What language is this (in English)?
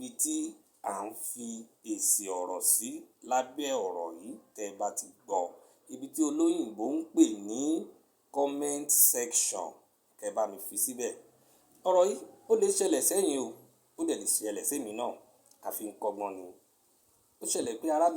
Yoruba